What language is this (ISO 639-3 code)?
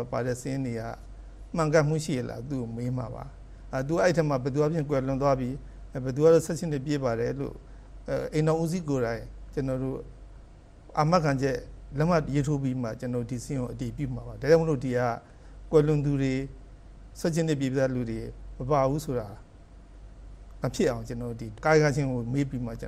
mya